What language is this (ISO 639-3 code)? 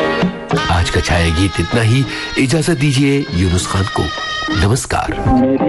hin